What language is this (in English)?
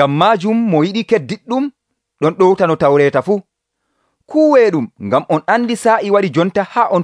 Nigerian Fulfulde